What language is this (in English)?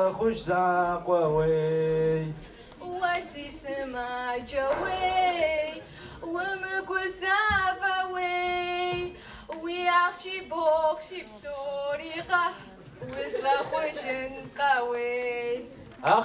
Kabardian